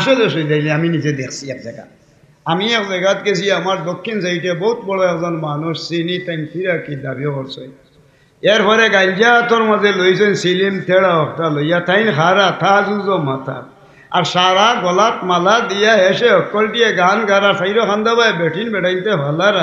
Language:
Sylheti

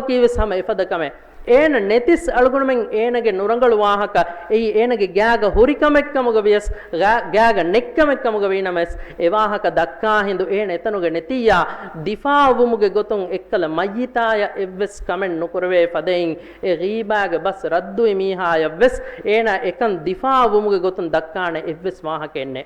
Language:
Divehi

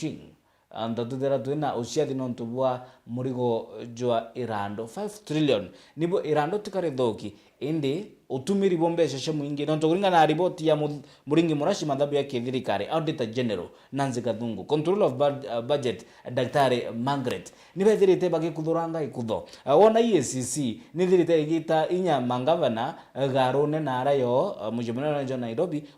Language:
Meru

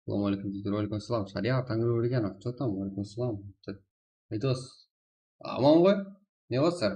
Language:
Kara-Kalpak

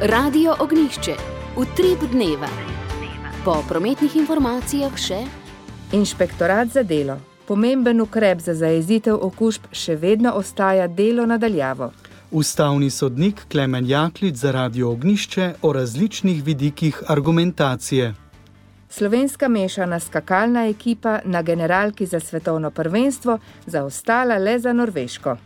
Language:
Slovenian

